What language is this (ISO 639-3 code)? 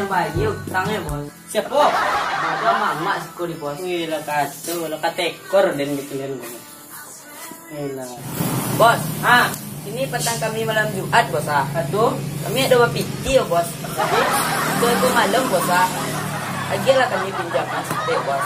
min